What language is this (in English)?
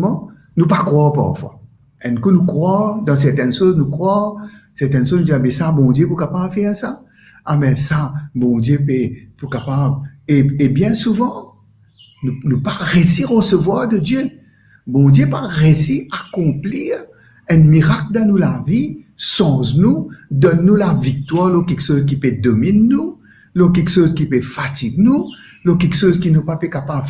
Morisyen